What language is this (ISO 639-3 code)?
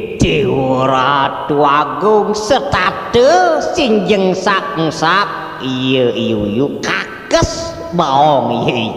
ban